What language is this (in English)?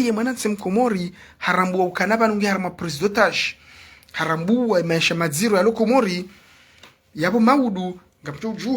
Ngazidja Comorian